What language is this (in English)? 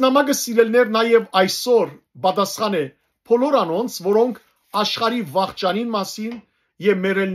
Western Armenian